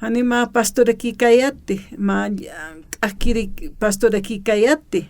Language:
Aymara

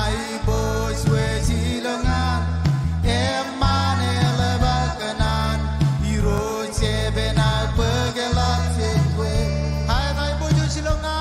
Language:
Marshallese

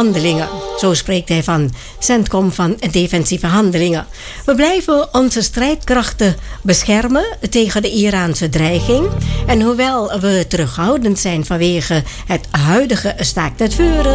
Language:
Dutch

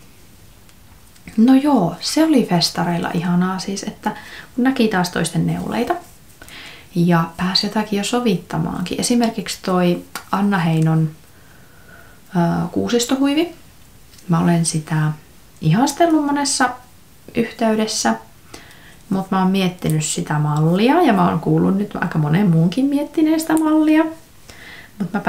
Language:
Finnish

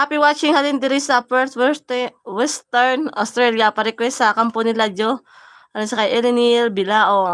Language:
Hiligaynon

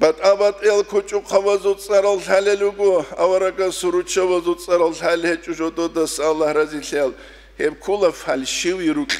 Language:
Avaric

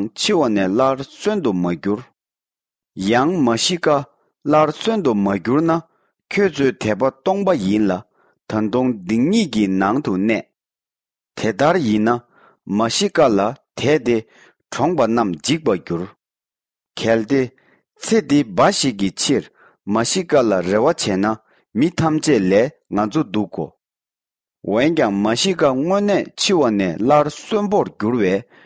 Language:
Tibetan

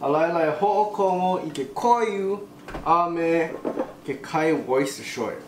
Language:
Hawaiian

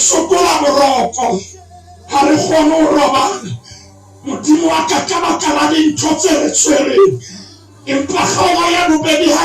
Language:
Southern Sotho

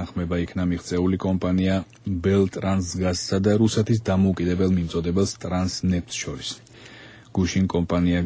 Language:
Georgian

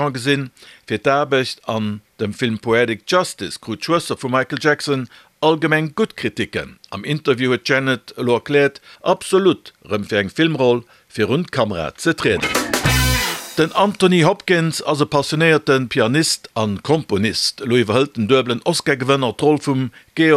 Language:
Luxembourgish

